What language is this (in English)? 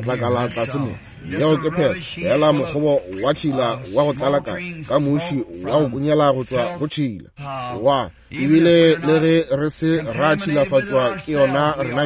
Northern Sotho